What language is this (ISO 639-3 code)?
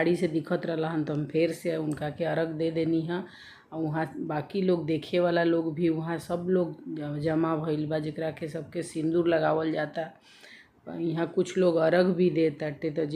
bho